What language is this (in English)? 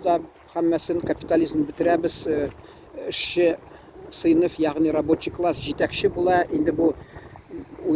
Tatar